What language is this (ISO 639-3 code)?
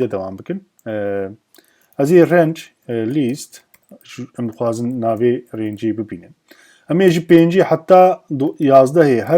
kur